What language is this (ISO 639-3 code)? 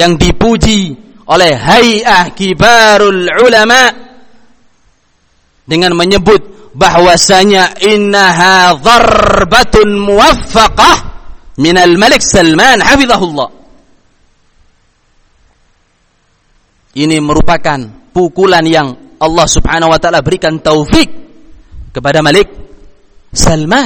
ind